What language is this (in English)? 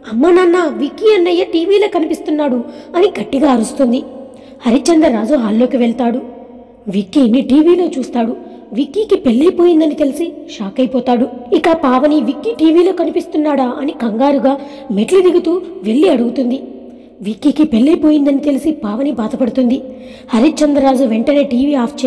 Telugu